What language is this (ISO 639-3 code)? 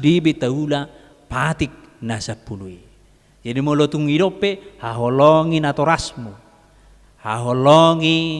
bbc